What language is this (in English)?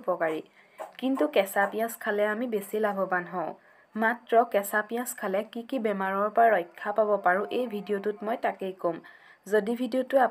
Assamese